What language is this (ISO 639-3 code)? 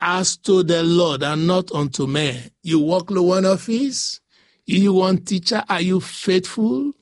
bis